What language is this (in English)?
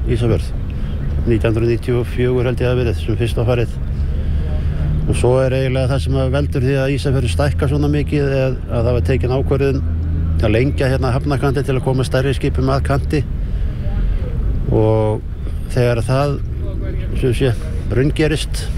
Icelandic